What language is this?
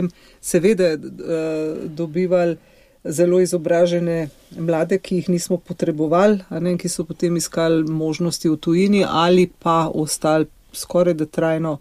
Slovenian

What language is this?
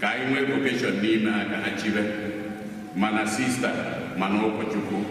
Igbo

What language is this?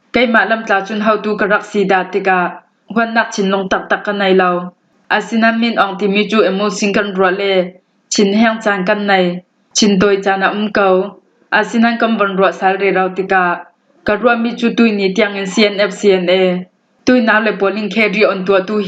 Falam Chin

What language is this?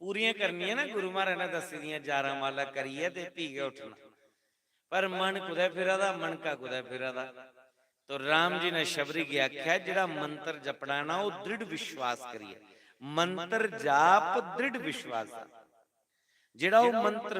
Dogri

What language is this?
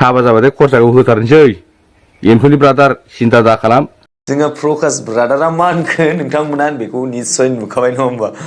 Bodo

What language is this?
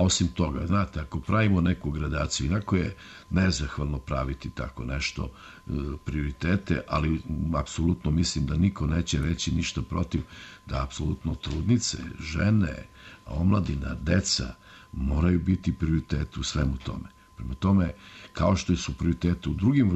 Serbian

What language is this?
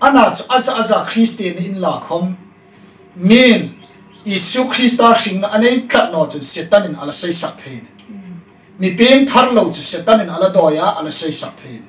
Hmar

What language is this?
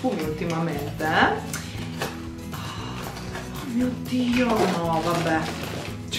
Italian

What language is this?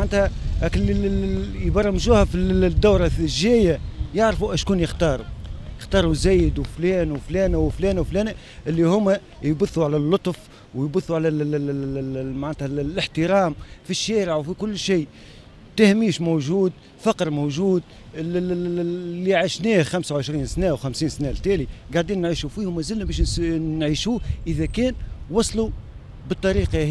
Tunisian Arabic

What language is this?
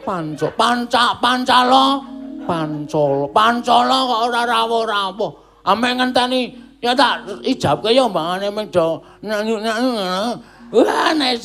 Javanese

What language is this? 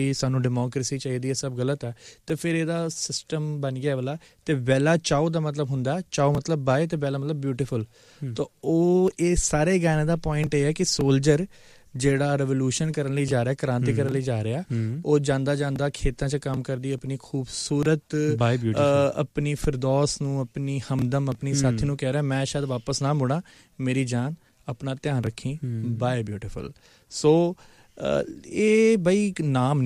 Punjabi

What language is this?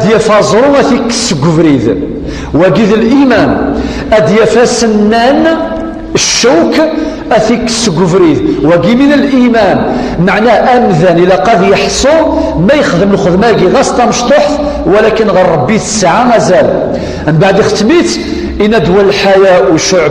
Kabyle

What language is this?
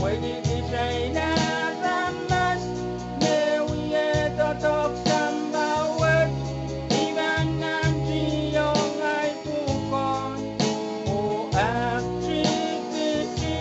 Pohnpeian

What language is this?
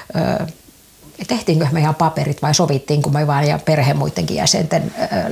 Finnish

